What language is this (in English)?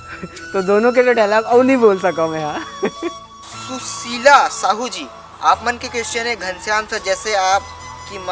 Chhattisgarhi